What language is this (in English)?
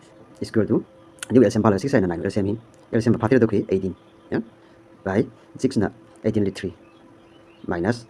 Tangkhul Naga (India)